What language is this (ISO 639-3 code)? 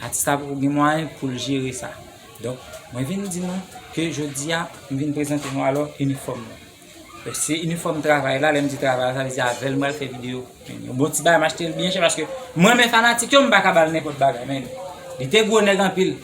hat